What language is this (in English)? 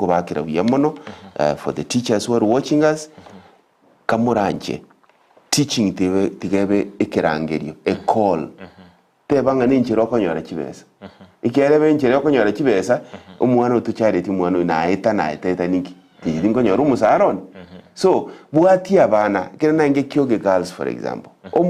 Gusii